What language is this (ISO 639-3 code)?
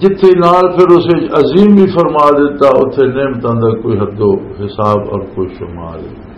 lah